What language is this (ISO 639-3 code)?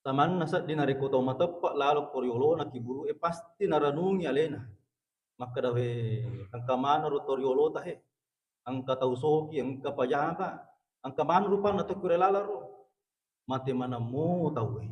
bug